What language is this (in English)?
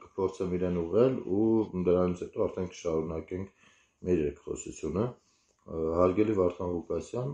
Armenian